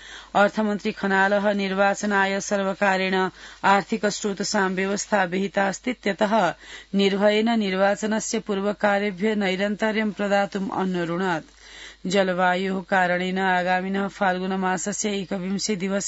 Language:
Sanskrit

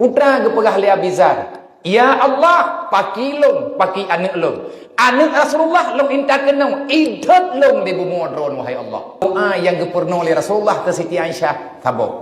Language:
Achinese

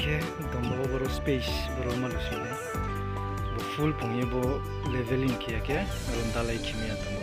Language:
Riang (India)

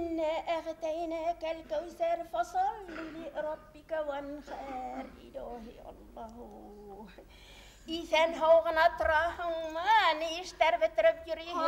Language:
Bashkir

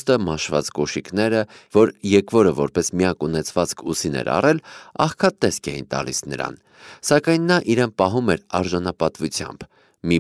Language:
Armenian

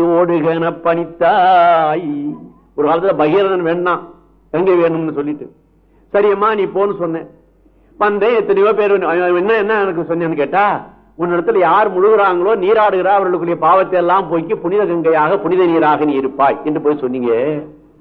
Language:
Tamil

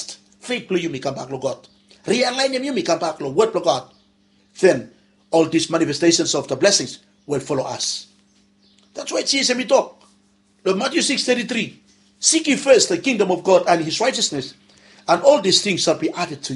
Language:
Bislama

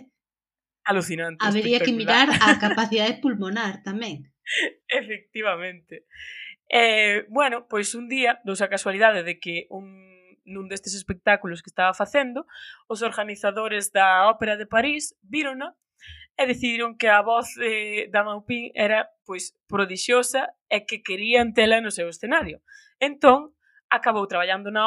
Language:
Galician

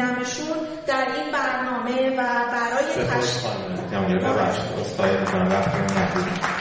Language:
Persian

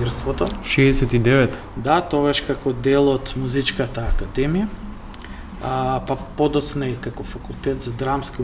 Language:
Macedonian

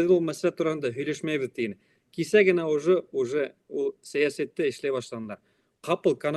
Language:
Bashkir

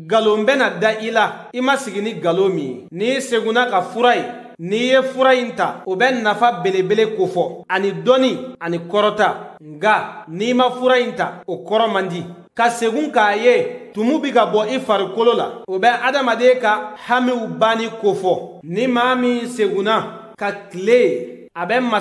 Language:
Bambara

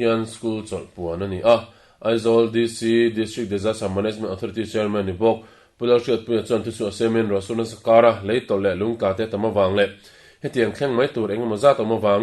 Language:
Mizo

